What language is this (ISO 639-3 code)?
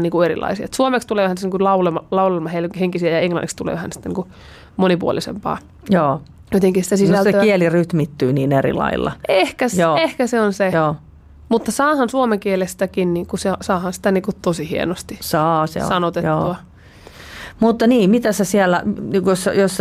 fin